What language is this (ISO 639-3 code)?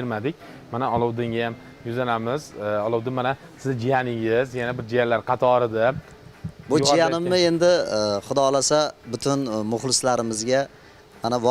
uzb